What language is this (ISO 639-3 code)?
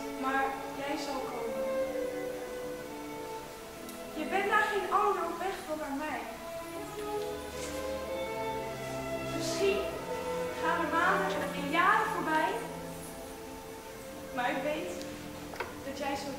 nld